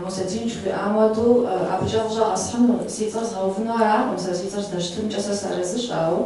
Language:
Kabardian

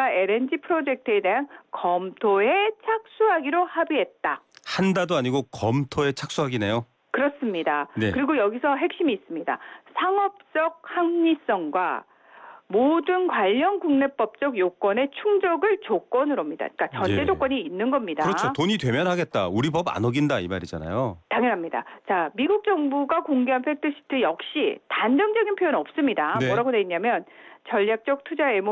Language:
Korean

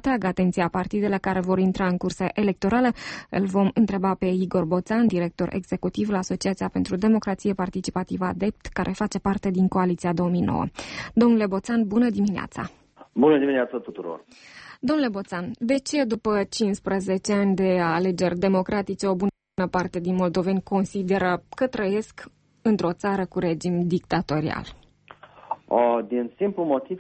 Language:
Romanian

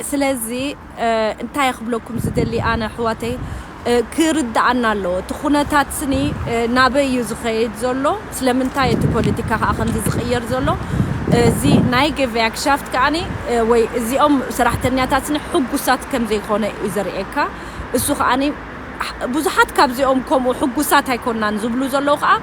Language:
Tigrinya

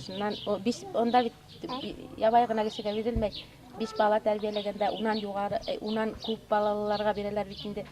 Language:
Bashkir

